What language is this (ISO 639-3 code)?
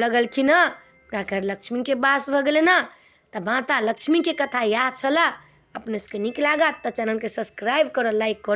mai